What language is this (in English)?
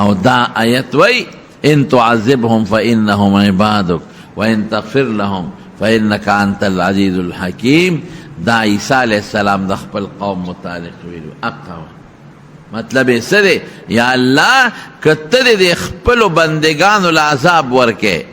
Pashto